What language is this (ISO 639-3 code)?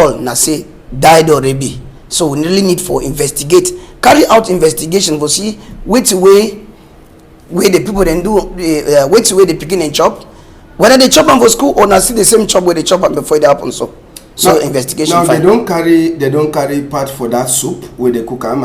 wes